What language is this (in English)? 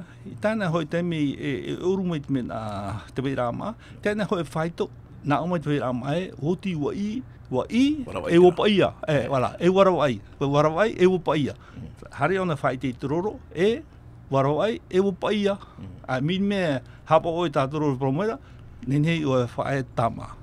Tahitian